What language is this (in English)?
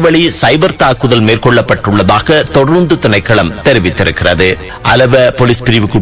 Tamil